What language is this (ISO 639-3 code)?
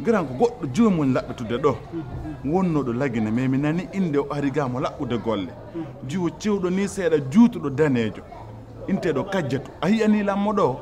fuf